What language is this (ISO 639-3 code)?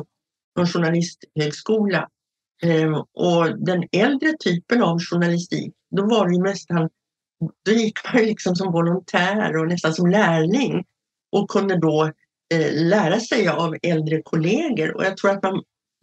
swe